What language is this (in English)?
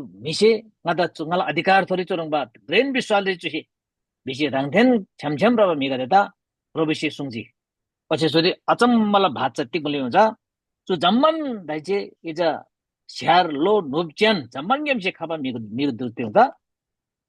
Eastern Tamang